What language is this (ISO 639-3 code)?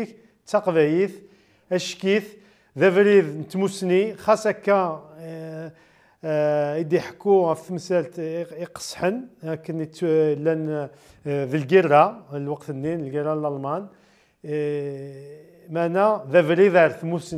kab